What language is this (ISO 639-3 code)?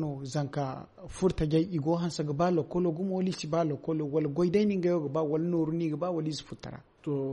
dje